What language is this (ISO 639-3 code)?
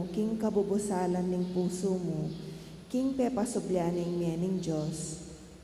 pam